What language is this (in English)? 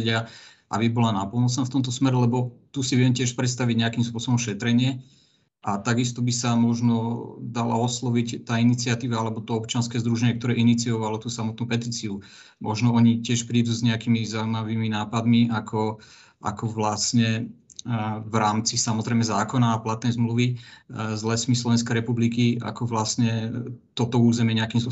Slovak